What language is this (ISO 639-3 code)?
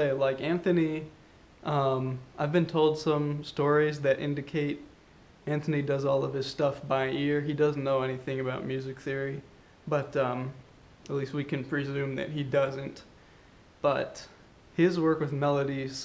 eng